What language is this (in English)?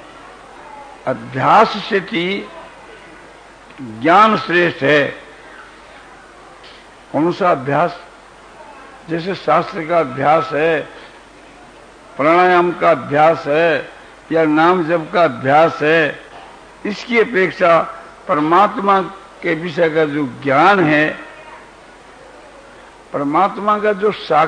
Hindi